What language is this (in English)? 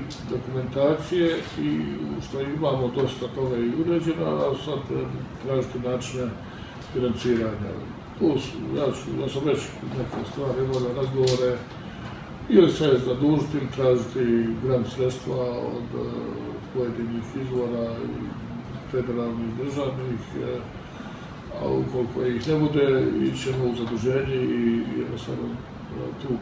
Croatian